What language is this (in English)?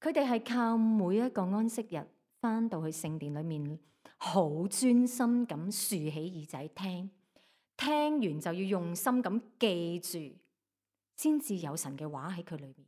Cantonese